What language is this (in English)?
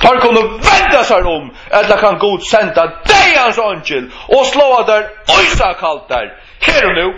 Faroese